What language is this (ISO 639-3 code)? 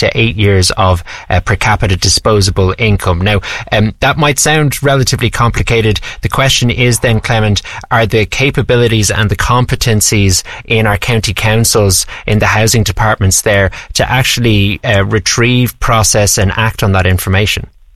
eng